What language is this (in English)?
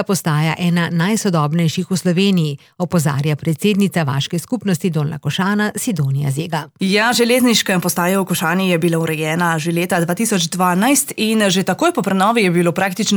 Slovenian